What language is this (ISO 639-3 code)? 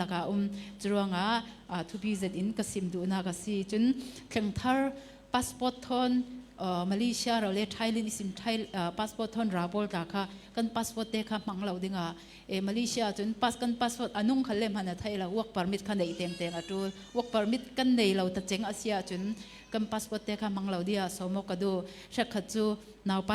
cfm